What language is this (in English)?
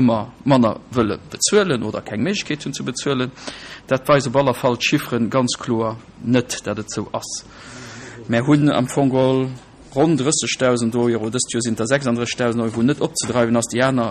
Luxembourgish